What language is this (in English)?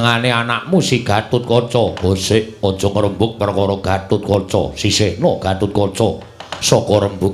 Javanese